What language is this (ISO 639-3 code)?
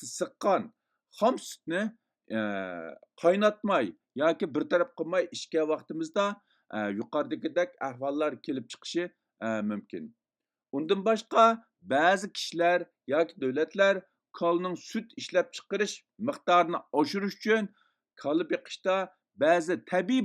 uig